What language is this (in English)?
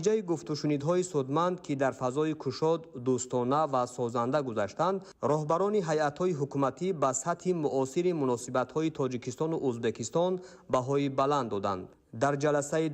Tajik